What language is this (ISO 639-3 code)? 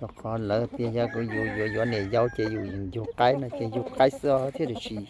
hmn